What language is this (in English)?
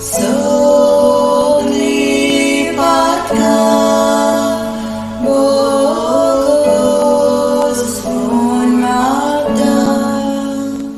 Konkani